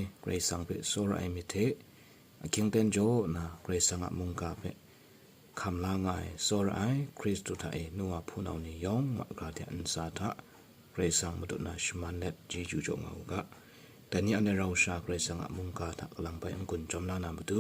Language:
Kachin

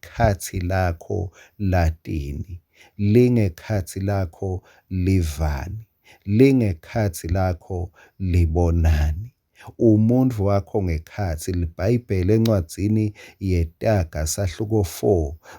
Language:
Swati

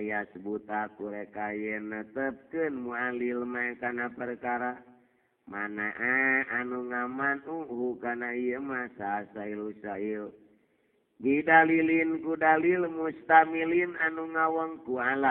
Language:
Sundanese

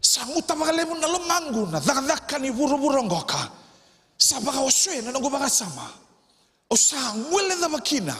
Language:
Fijian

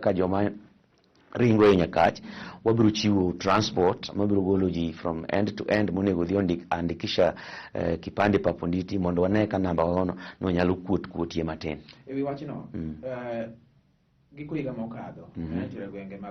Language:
Luo (Kenya and Tanzania)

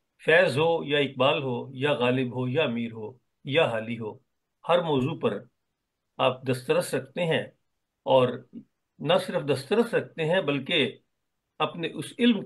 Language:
Urdu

